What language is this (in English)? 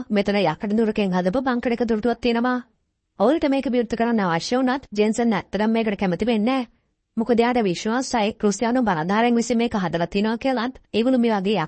Sinhala